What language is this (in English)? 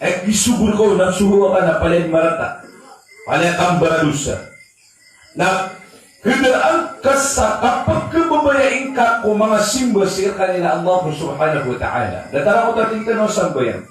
Maranao